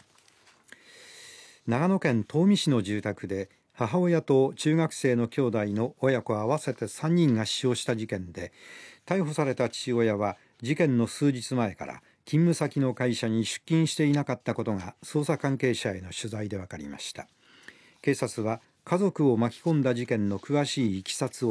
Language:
Japanese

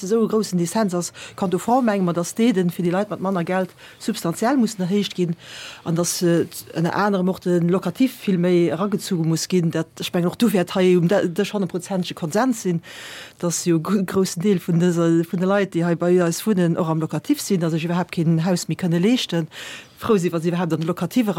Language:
Luxembourgish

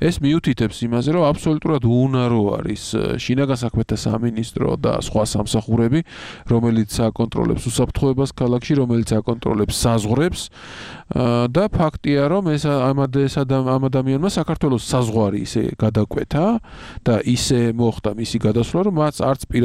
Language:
Georgian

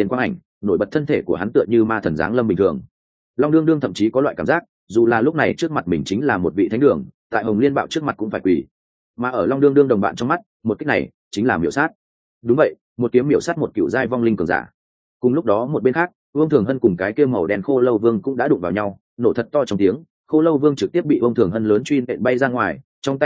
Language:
Vietnamese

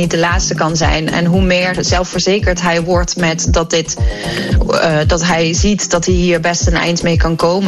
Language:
Dutch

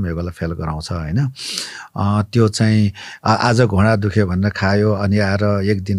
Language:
Nepali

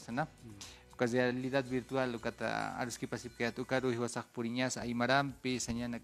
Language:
Aymara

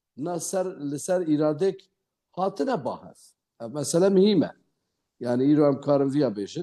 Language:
Kurdish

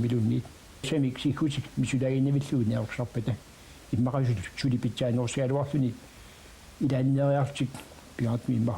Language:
Kalaallisut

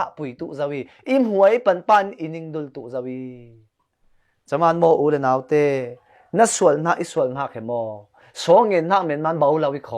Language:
Falam Chin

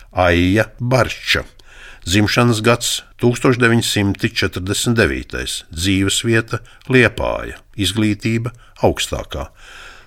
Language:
Latvian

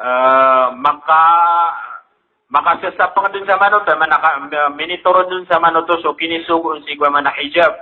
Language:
Maranao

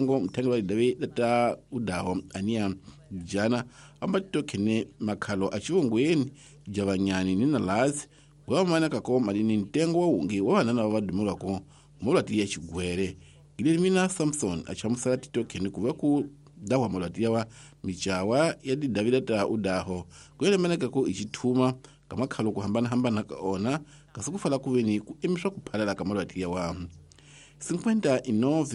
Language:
Tsonga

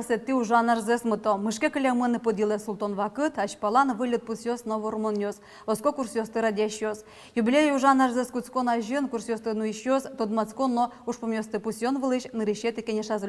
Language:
Udmurt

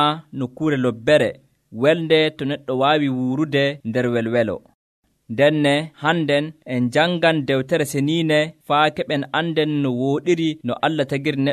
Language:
Nigerian Fulfulde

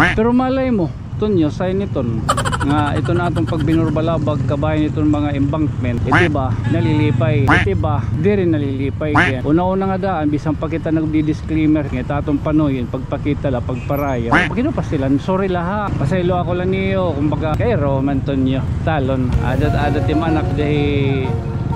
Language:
Waray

